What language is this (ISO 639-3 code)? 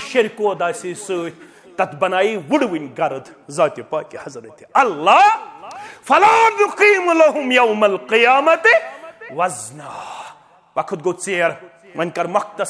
kas